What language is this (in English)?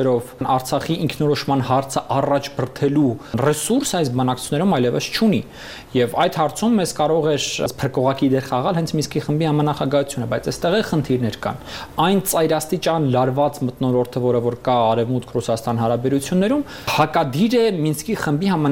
Armenian